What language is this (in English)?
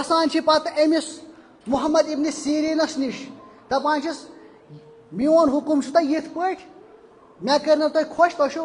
Kashmiri